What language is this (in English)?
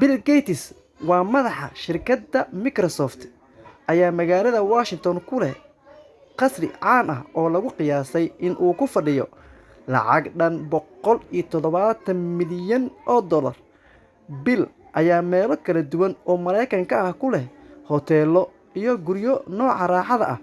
Somali